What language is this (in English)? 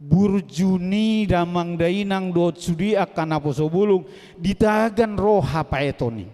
Batak Toba